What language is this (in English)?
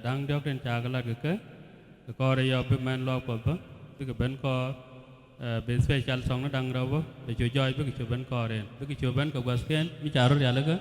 Nuer